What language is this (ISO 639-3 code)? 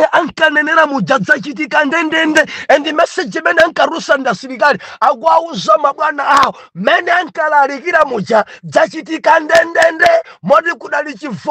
nya